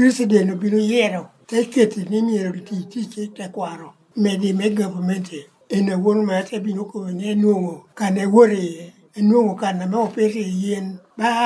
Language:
Lango (Uganda)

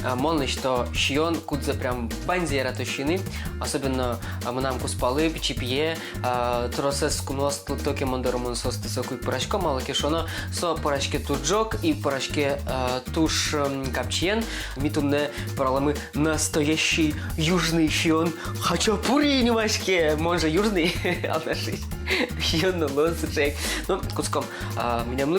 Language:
Udmurt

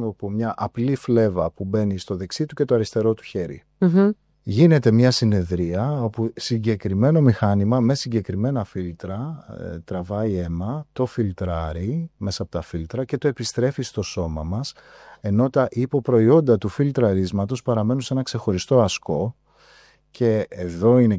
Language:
Greek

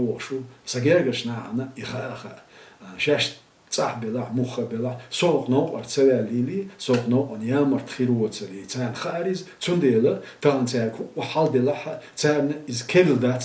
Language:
Chechen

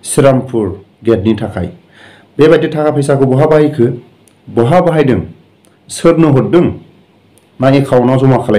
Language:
Bodo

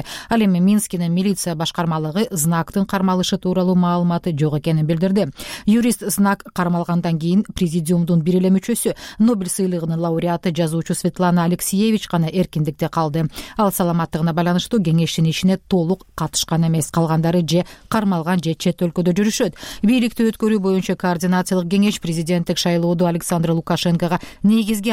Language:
Kyrgyz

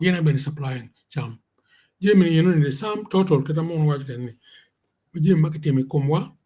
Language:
Acoli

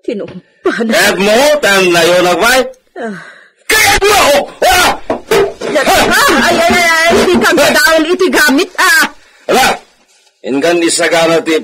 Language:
Iloko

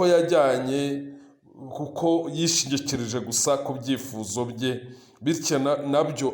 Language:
Kinyarwanda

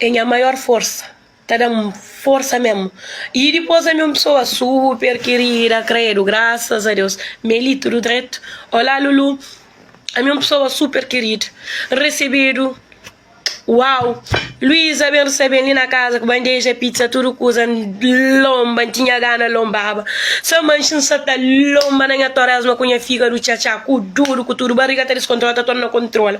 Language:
Kabuverdianu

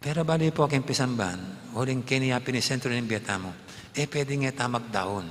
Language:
Pampanga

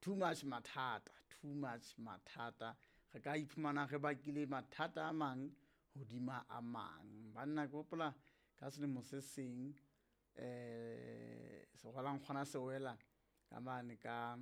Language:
Southern Sotho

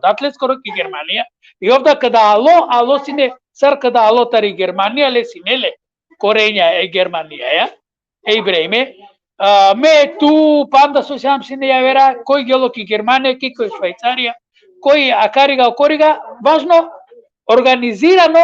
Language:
Balkan Romani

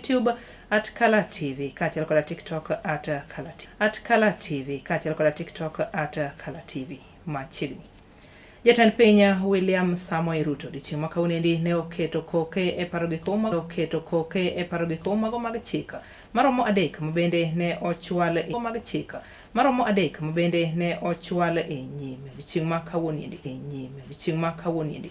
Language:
Luo (Kenya and Tanzania)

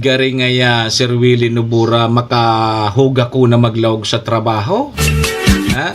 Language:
Bikol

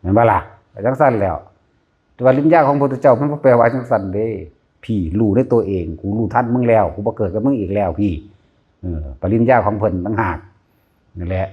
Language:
Northeastern Thai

